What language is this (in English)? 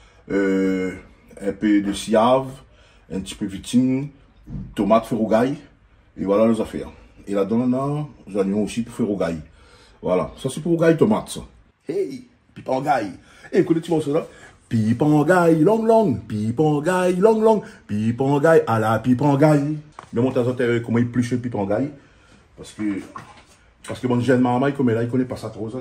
Réunion Creole French